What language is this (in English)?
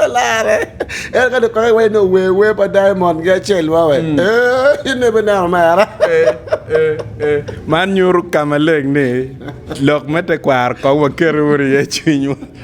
Acoli